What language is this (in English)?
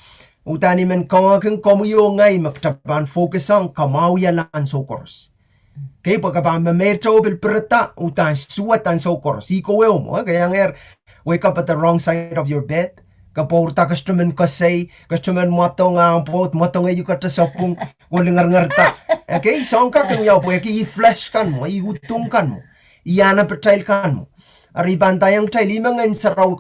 Pohnpeian